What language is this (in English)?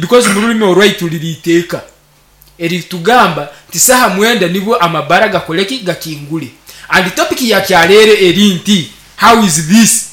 Nyankole